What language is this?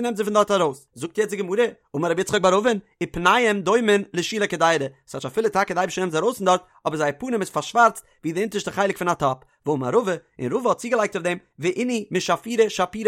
Yiddish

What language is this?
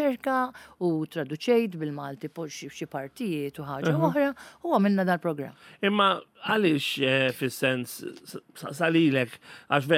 Maltese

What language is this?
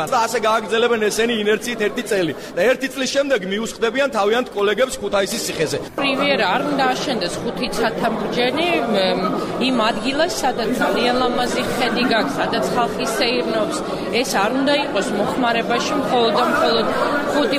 Georgian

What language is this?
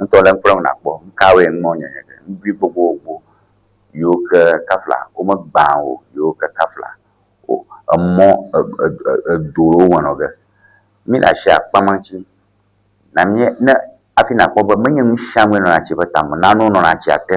Ewe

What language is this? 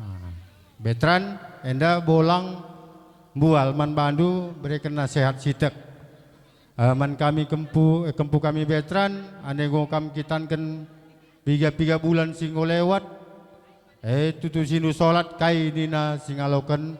Batak Karo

